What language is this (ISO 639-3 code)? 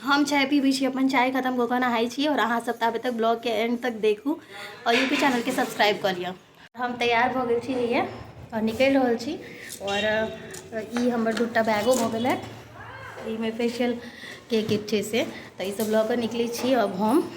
mai